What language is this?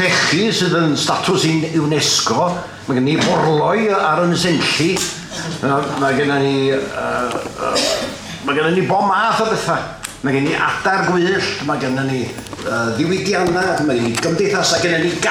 Welsh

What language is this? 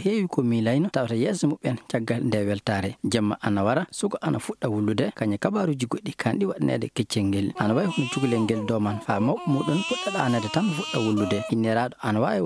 Fula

